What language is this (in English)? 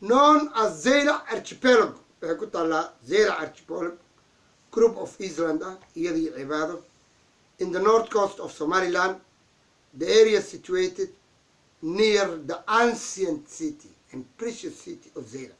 Somali